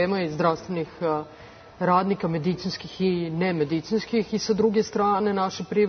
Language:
Serbian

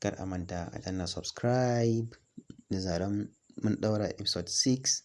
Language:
Hausa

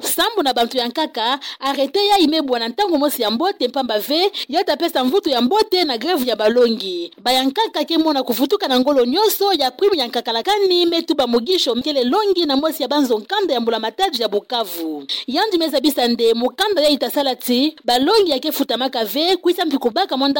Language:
Kituba (Democratic Republic of Congo)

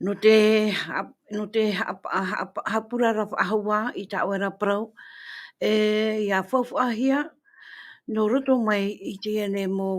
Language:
Tahitian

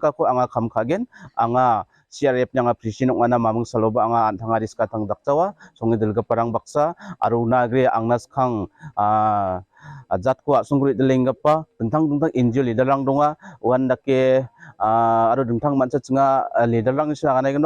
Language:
Garo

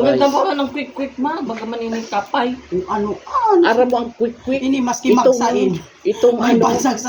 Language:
Bikol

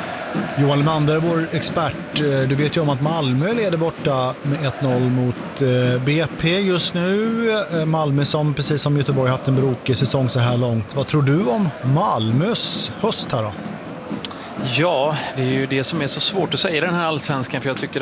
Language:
Swedish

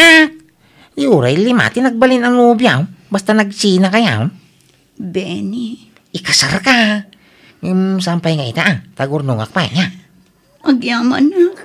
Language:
Iloko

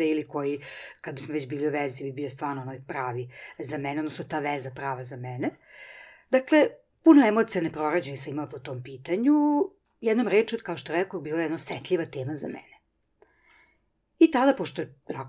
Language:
Serbian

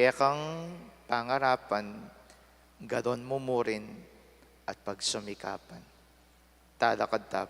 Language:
Pampanga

